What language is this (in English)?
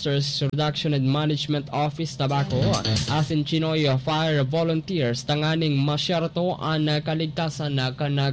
Bikol